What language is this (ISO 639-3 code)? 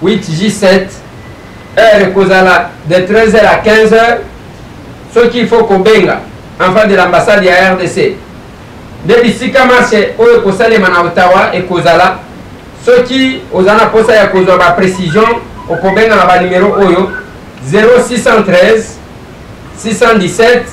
lin